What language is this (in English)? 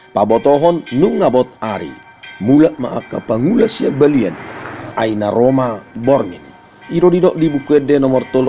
Batak Toba